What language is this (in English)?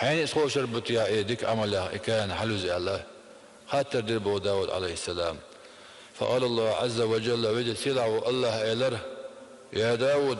Chechen